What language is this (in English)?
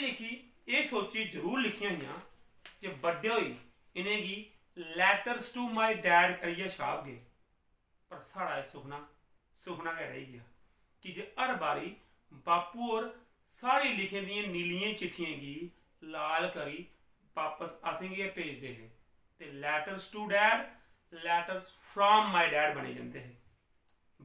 Dogri